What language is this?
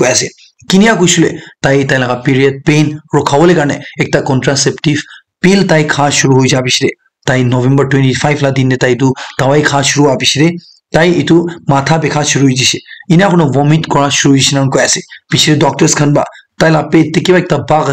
Naga Pidgin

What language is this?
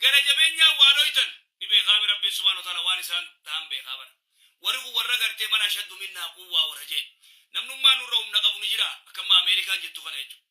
Oromo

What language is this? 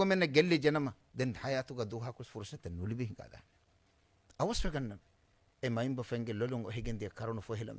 Divehi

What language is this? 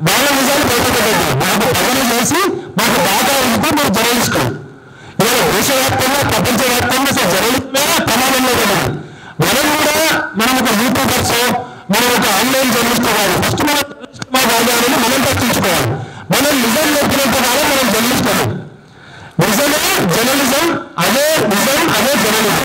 Telugu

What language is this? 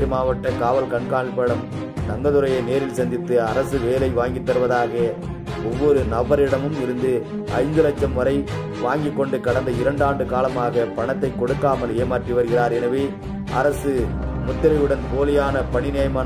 Tamil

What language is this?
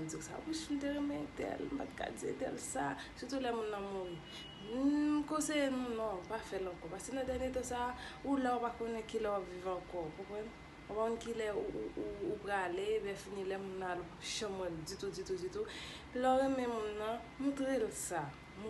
Haitian Creole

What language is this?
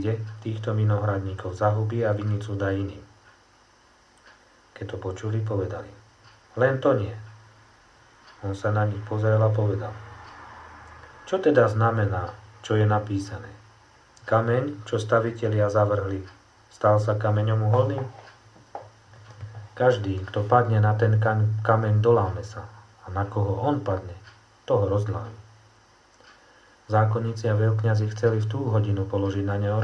Slovak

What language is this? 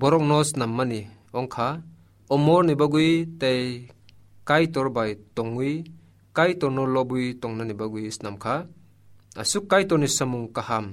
Kok Borok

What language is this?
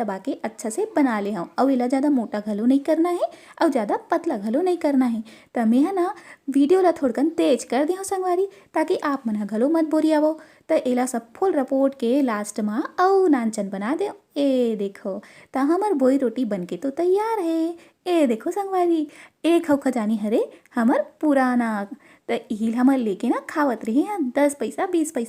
Chhattisgarhi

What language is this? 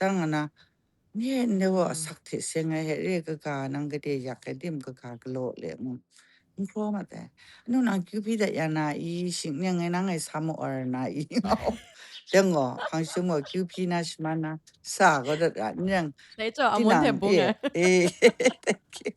Kachin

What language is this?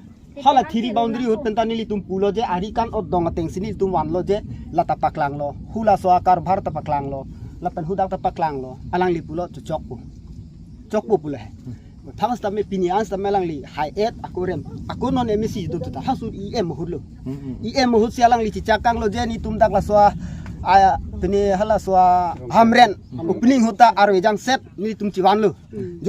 Karbi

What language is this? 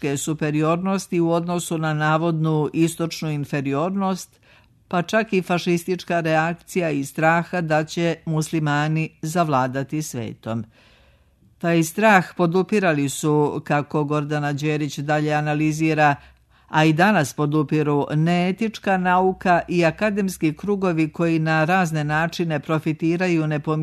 Serbian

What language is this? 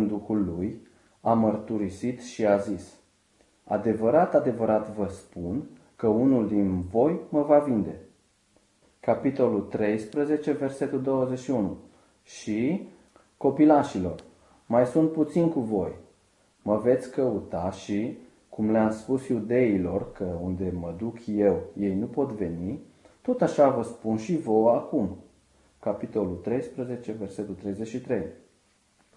Romanian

